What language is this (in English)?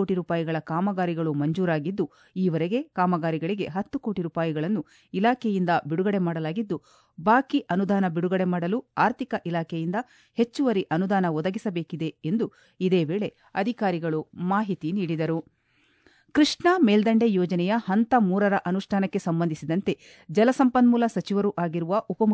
Kannada